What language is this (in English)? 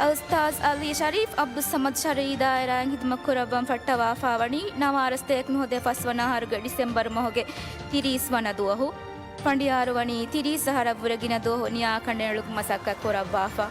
Divehi